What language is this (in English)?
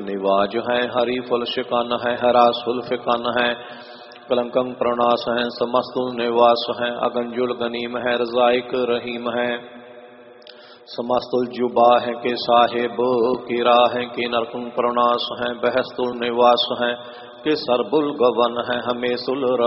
Punjabi